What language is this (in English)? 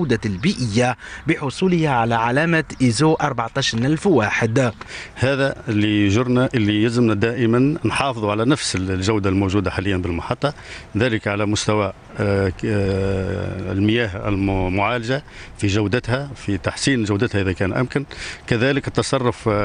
Tunisian Arabic